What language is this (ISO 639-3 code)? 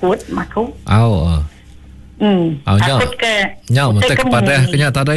iba